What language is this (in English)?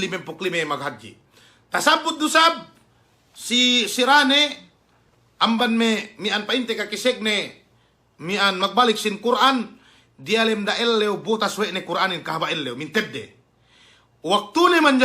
Yakan